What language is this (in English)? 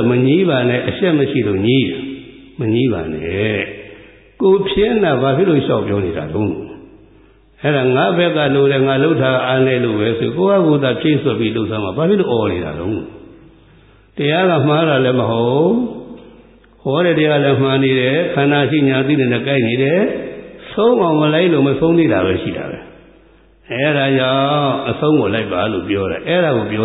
Burmese